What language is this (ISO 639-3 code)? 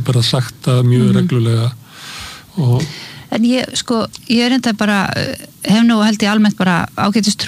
isl